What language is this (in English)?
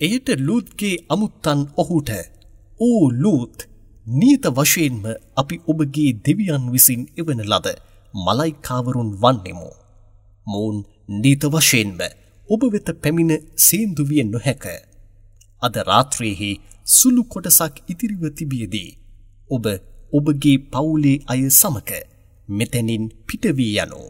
Sinhala